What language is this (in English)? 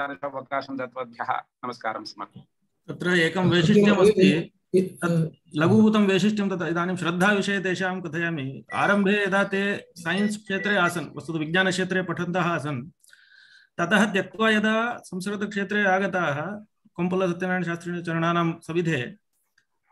Sanskrit